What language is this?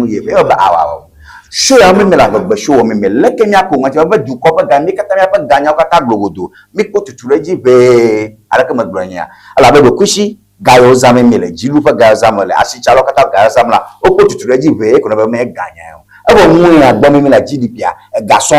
Ewe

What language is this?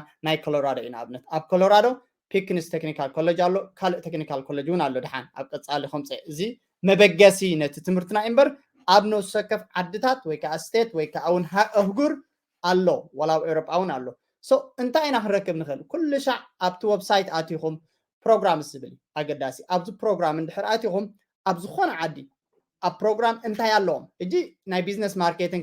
Tigrinya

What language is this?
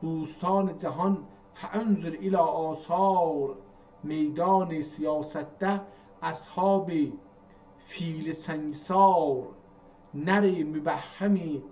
South Azerbaijani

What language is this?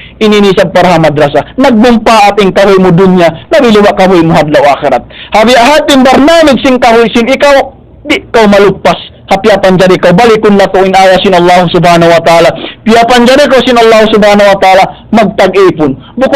Tausug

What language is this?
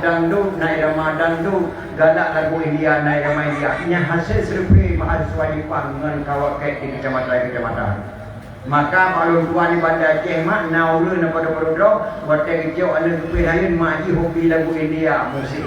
Achinese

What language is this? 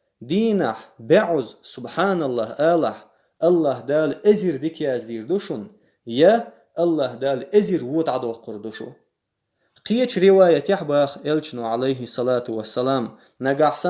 Chechen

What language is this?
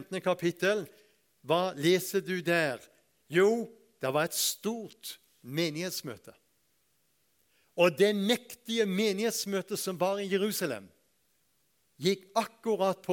Norwegian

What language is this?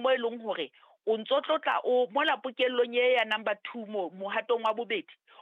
Southern Sotho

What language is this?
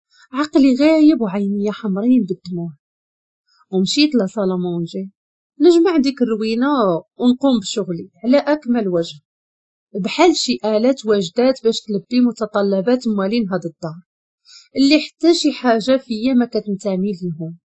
Moroccan Arabic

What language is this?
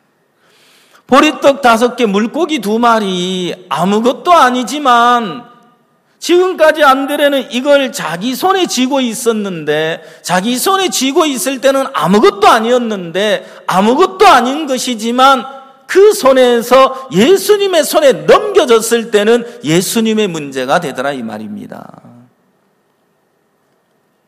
Korean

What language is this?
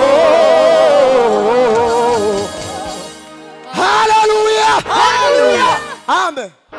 Kinyarwanda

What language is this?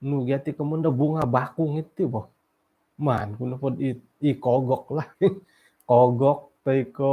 Central Dusun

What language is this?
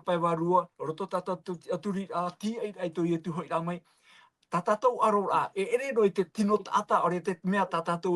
Tahitian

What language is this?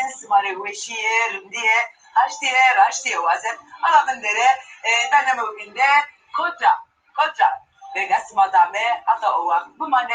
Zaza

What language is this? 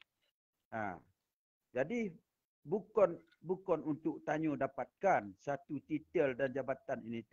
Achinese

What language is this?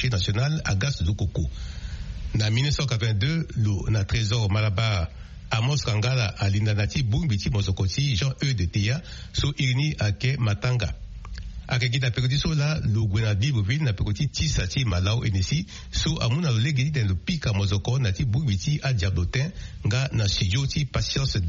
Sango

